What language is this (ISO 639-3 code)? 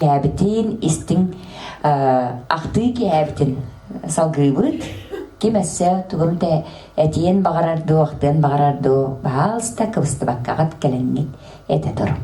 sah